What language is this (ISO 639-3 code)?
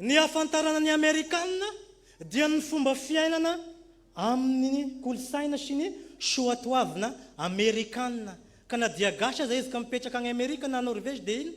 mlg